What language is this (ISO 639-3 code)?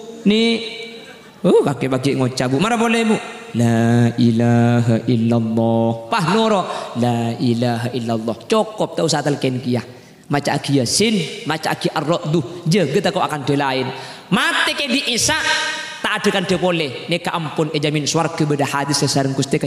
mad